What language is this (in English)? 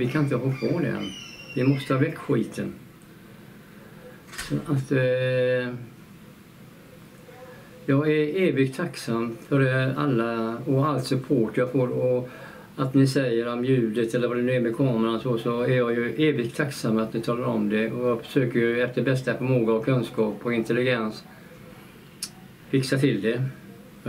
Swedish